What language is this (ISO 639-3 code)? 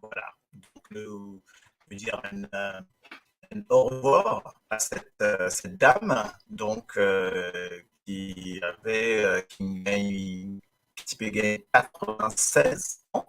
mfe